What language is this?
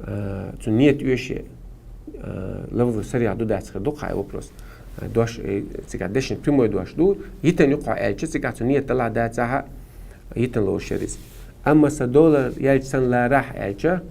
Chechen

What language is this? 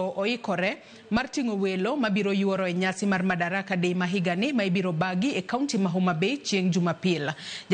Luo (Kenya and Tanzania)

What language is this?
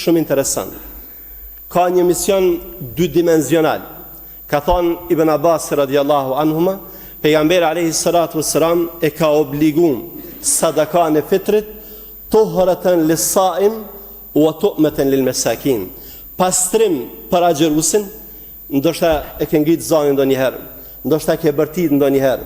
Albanian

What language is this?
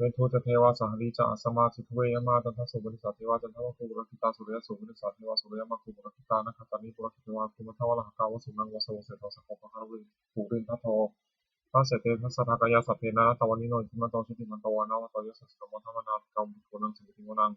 Pali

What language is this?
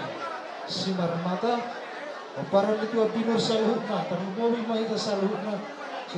Batak Toba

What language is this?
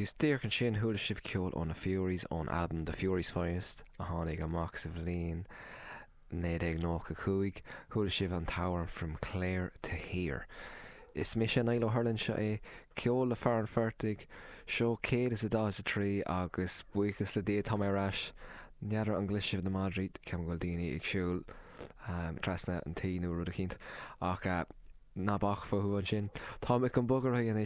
Irish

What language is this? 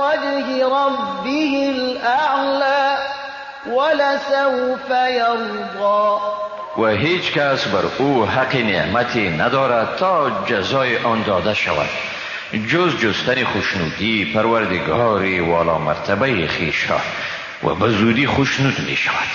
Persian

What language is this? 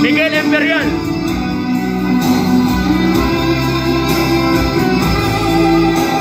Filipino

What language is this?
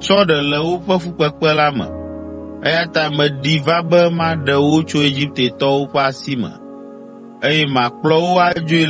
Ewe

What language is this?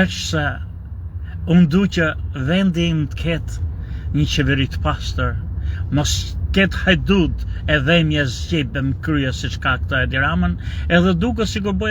Albanian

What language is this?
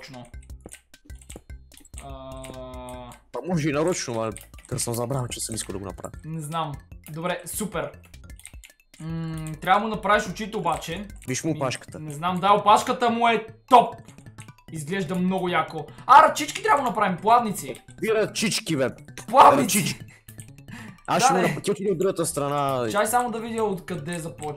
Bulgarian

